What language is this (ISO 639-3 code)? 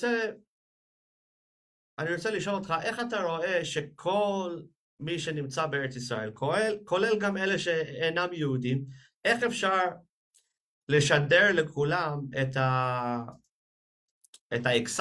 heb